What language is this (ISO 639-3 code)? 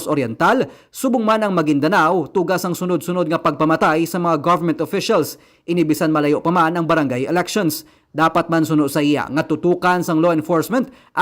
hil